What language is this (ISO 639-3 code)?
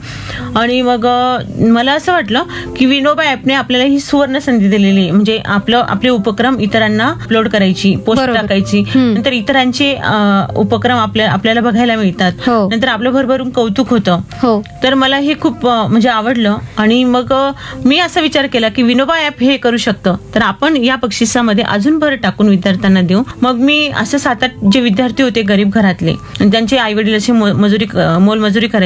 mar